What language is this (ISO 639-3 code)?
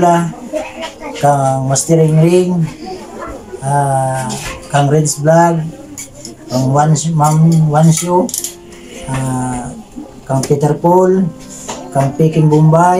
fil